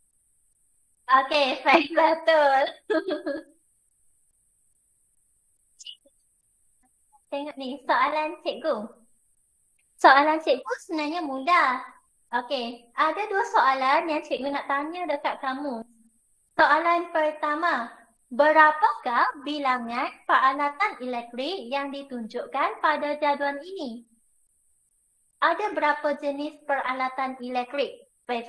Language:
Malay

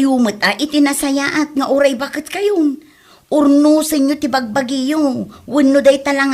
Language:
Iloko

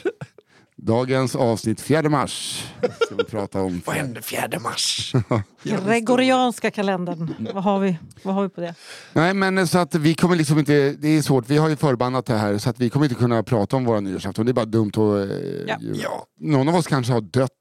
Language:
Swedish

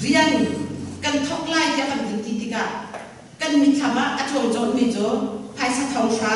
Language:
Hakha Chin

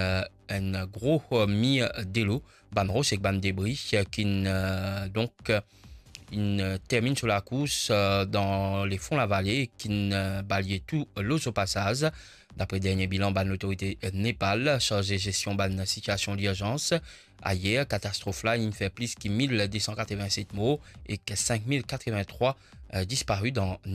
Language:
Morisyen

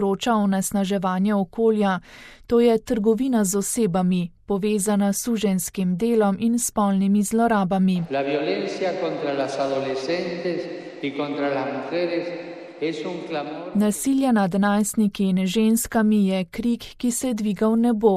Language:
Slovenian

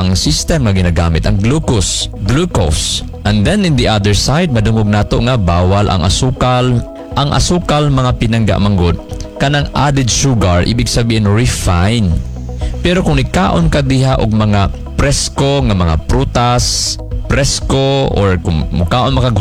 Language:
Cebuano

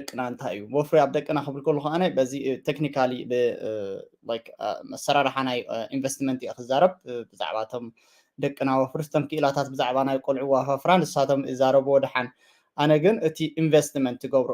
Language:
Tigrinya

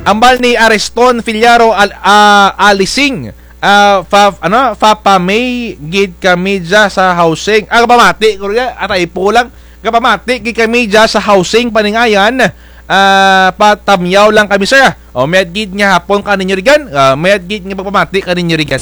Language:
Kinaray-a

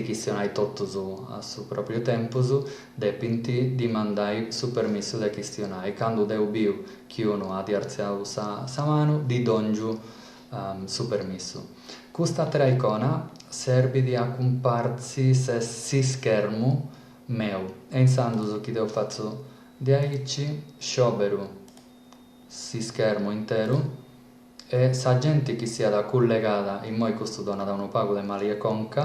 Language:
Sardinian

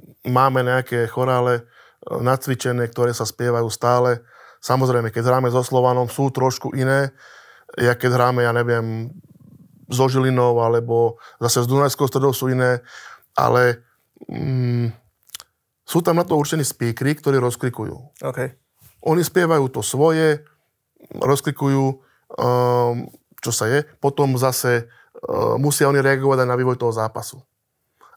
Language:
Slovak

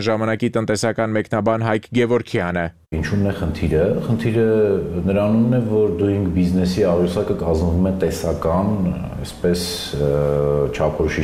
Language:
Armenian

